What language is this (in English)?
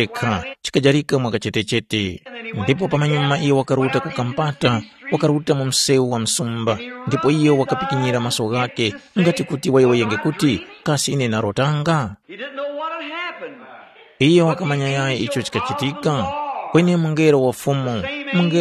Tumbuka